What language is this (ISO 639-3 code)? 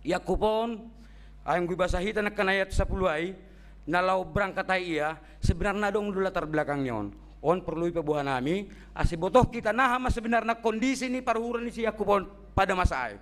bts